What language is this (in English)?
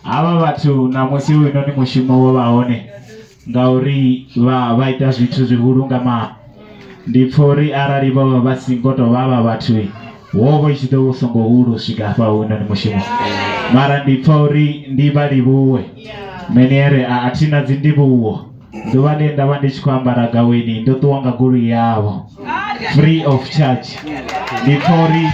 Venda